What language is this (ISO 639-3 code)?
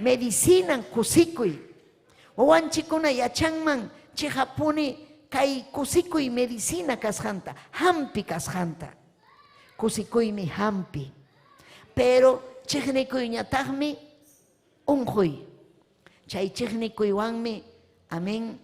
quy